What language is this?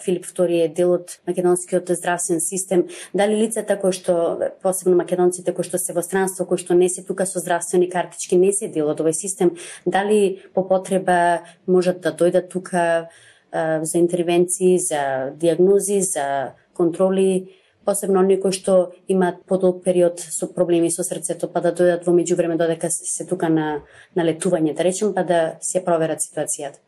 Macedonian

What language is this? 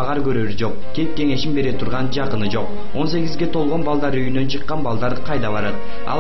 Kyrgyz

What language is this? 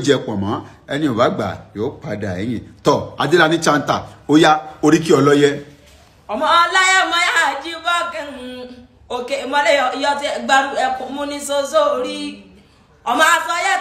Yoruba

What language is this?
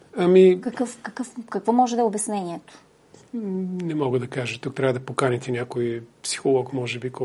Bulgarian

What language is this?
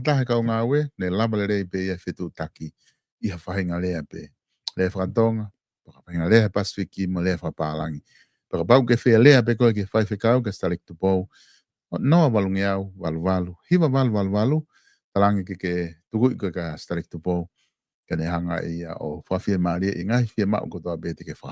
Tongan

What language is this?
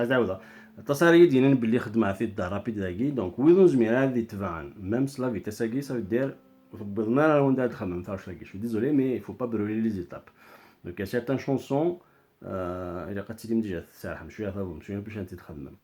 Kabyle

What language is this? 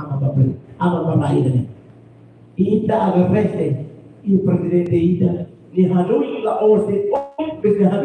Tetum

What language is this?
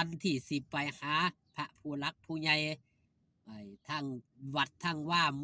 Lao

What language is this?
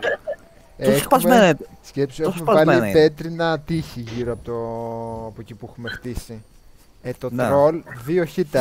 Greek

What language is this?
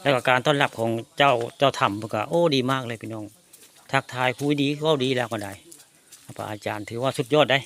Northeastern Thai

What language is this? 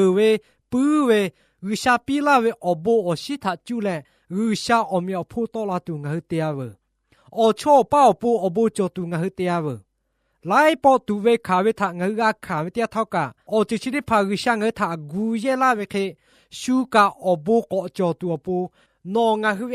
Lahu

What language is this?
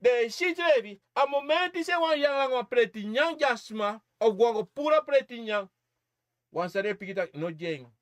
Sranan Tongo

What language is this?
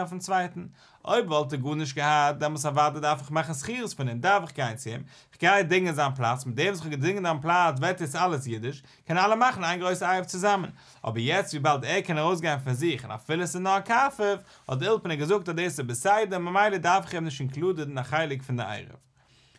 Yiddish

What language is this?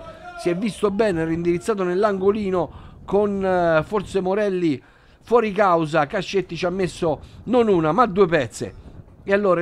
Italian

